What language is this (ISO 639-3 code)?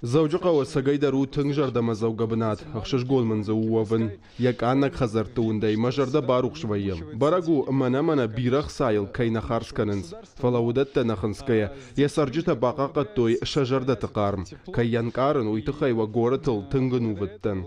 oss